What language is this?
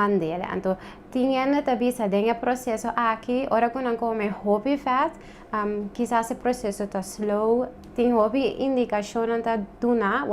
Papiamento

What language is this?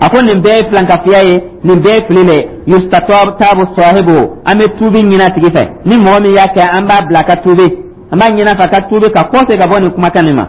Dyula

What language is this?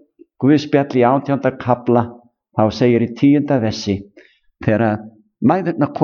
Icelandic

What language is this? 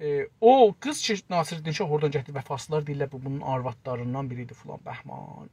South Azerbaijani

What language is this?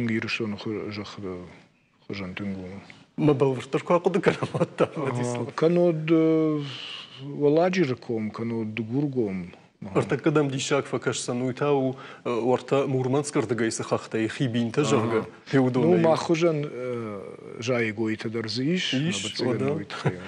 Ossetic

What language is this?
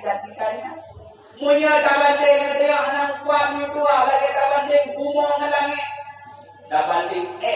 Achinese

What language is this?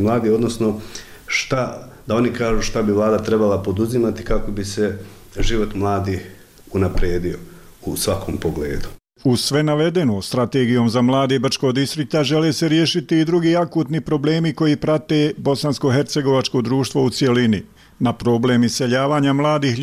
Bosnian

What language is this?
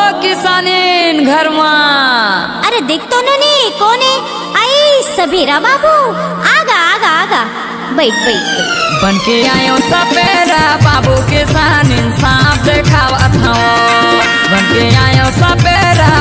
Chhattisgarhi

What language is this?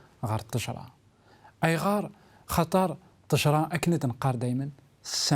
Kabyle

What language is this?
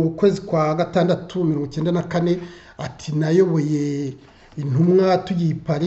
Kinyarwanda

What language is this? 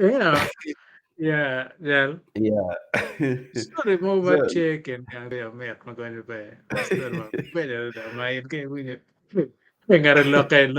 Acoli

